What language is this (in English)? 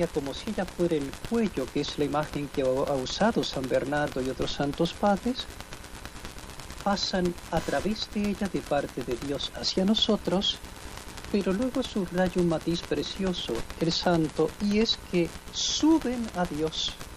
Spanish